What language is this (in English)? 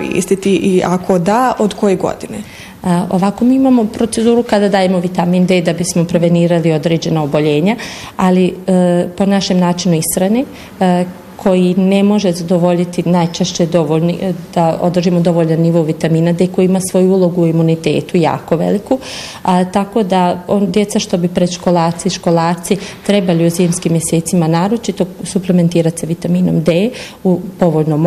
Bosnian